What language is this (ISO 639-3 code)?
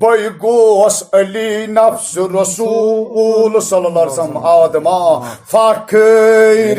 kas